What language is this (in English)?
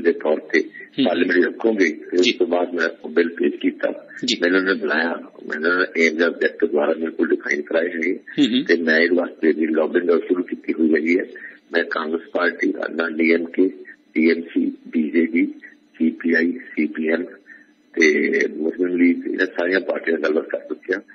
Punjabi